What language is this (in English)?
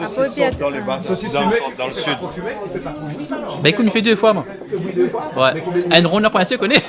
Réunion Creole French